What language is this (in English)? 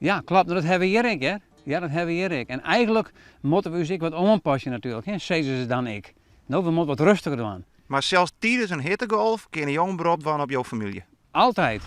Western Frisian